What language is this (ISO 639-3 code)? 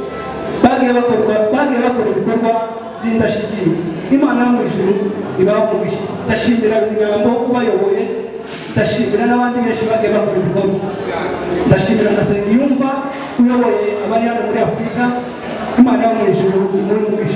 kin